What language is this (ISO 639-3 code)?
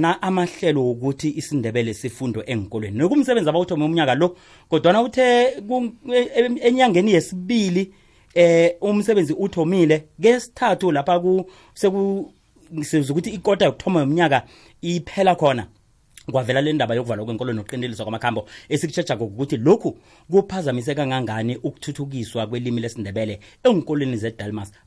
nbl